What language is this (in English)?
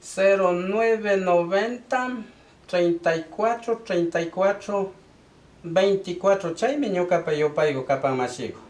Imbabura Highland Quichua